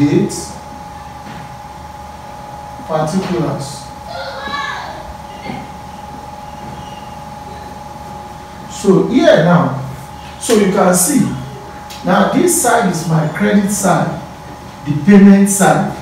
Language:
English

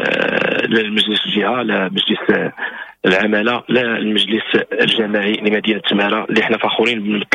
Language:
Moroccan Arabic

